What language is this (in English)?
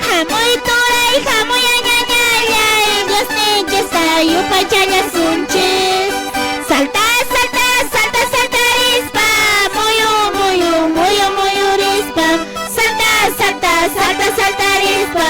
Quechua